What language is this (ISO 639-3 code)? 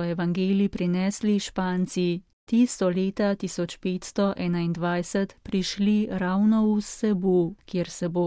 slv